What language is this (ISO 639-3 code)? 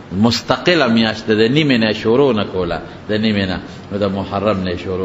pus